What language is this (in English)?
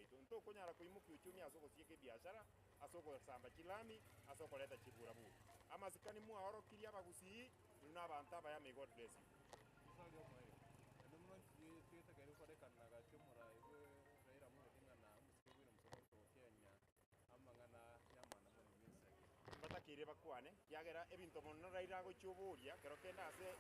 Gusii